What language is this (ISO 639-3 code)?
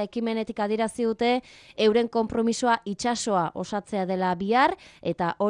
eus